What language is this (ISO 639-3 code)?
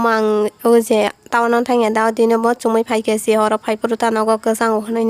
trp